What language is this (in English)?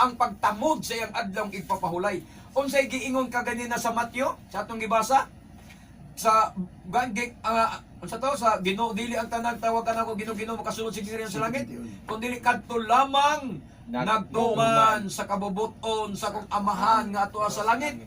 Cebuano